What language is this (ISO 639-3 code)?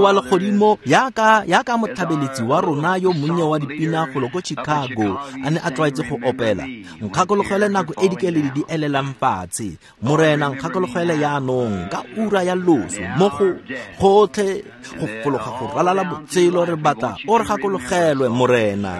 tsn